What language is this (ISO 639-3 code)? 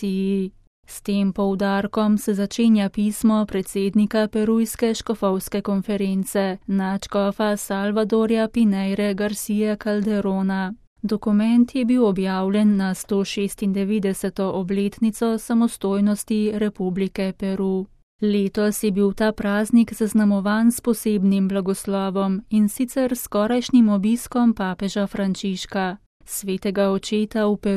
slv